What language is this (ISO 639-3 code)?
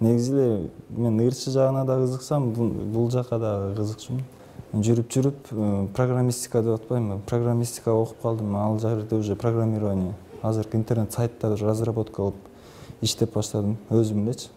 kir